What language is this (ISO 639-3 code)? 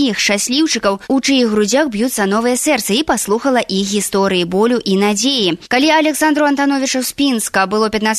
bel